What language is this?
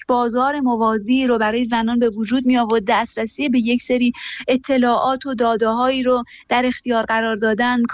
Persian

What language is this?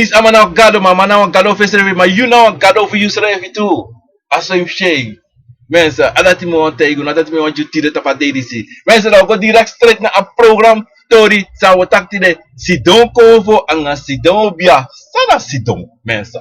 Sranan Tongo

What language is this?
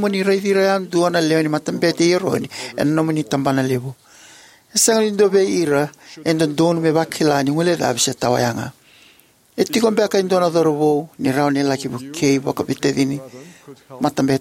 Fijian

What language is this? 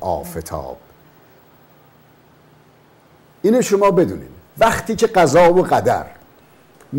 Persian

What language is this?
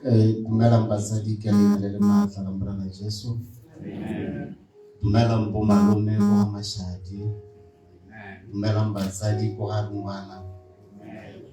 Tswana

